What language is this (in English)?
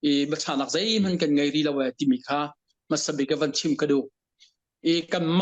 Hakha Chin